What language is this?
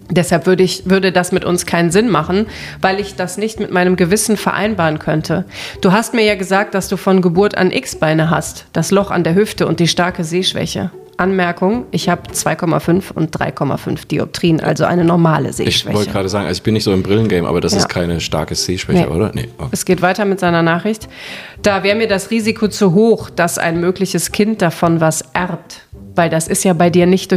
German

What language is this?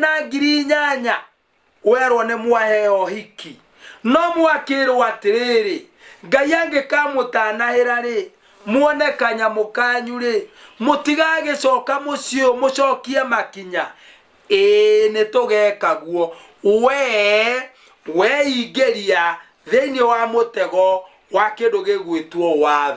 Kikuyu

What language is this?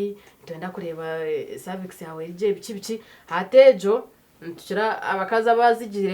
Nyankole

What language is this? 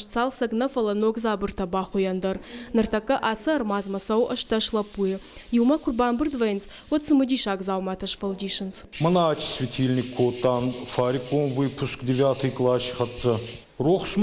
Ossetic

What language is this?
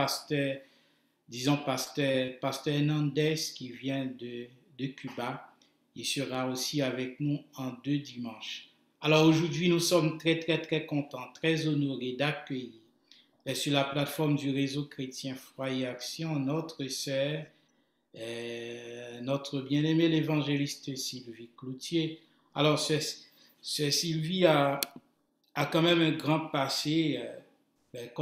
French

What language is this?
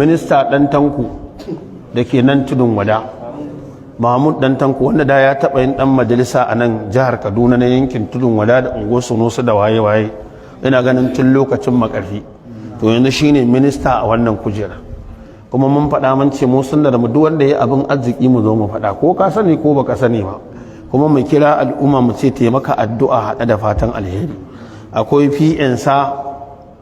Hausa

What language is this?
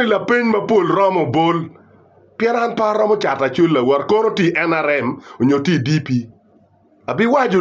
Acoli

